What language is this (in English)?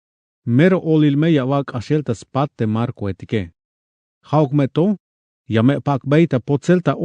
Tzeltal